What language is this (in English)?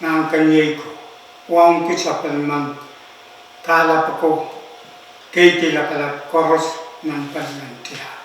Pohnpeian